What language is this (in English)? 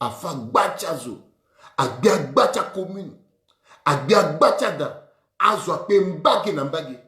Sango